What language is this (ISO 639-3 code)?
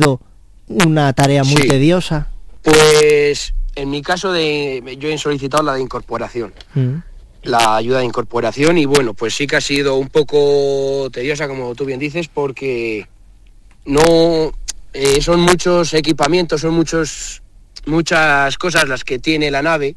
spa